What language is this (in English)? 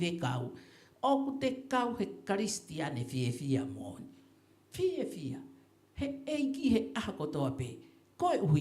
Tongan